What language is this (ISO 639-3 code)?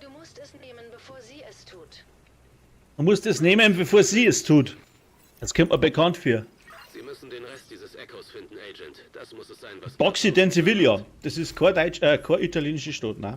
bar